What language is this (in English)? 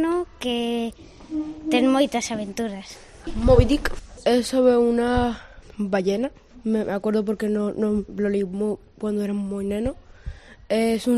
Galician